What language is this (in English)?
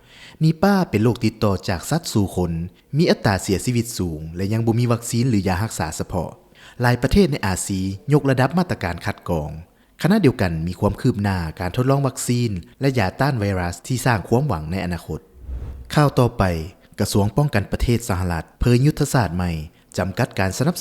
Lao